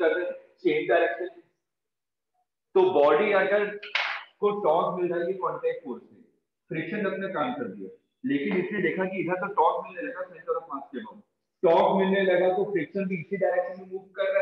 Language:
Hindi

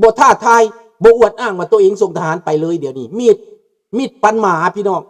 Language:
Lao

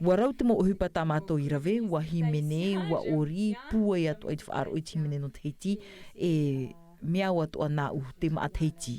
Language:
Tahitian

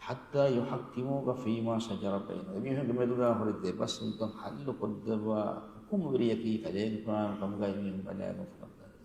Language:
Divehi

